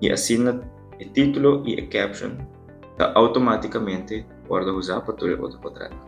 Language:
Papiamento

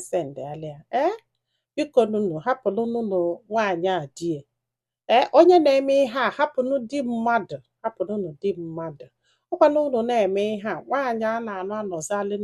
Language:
Igbo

